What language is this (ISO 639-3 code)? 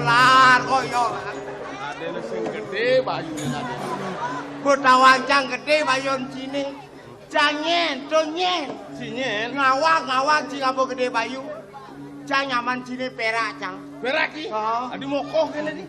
ban